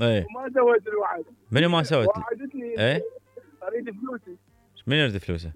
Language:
Mesopotamian Arabic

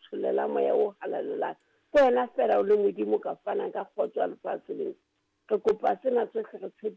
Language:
Southern Sotho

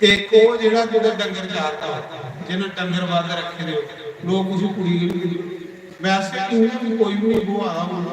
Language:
Dogri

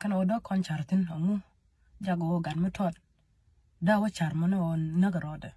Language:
Nuer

